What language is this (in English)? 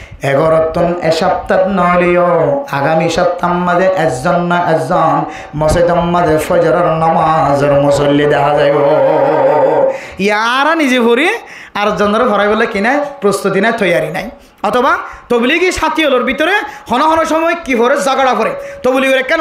Rohingya